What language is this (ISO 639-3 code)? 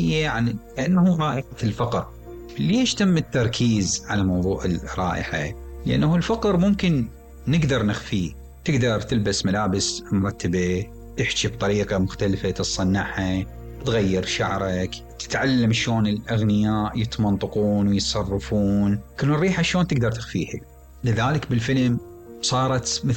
acm